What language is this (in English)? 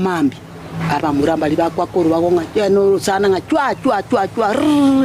Gusii